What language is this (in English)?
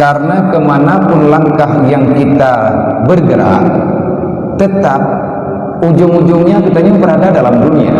Achinese